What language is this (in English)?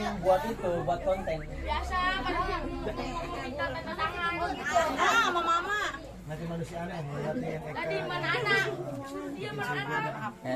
Betawi